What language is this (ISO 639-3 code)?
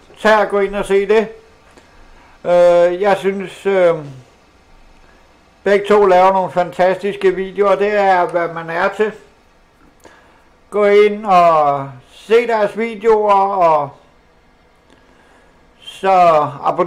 dan